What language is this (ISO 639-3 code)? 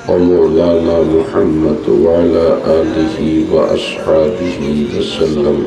syl